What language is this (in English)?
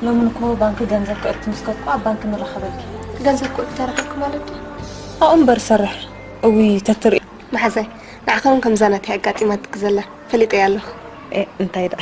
Tigrinya